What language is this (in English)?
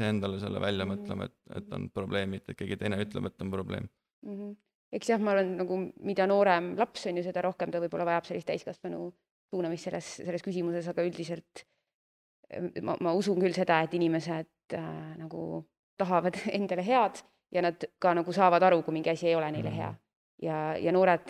Estonian